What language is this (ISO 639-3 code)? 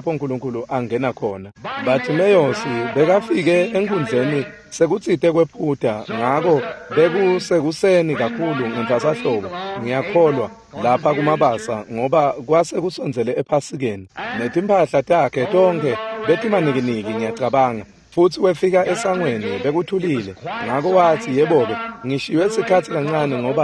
ssw